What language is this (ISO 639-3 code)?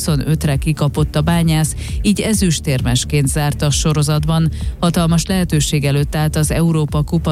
hun